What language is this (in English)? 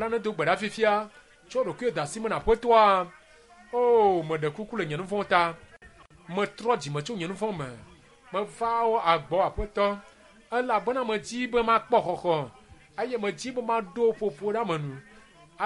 Ewe